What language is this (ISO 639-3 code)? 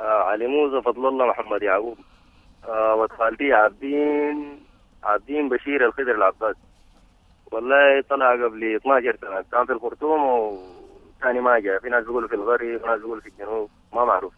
apd